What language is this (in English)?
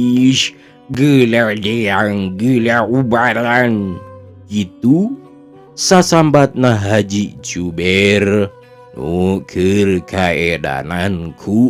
Sundanese